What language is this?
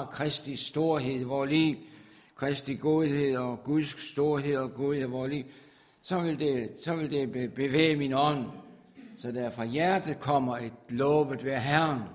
Danish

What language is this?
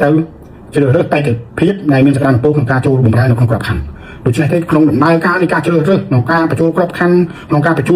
Khmer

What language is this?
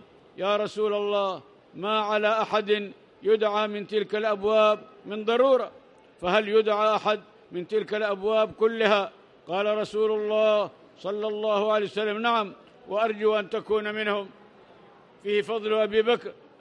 Arabic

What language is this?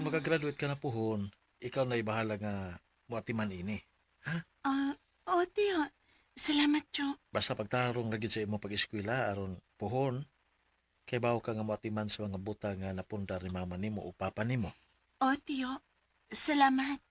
Cebuano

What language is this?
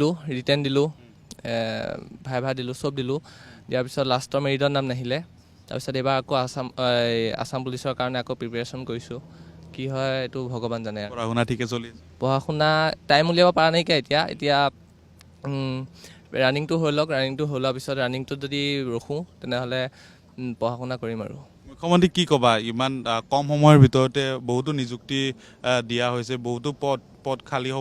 Assamese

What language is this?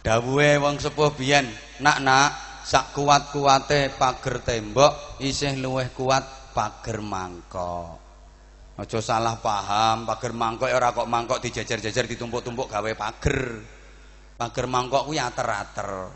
Javanese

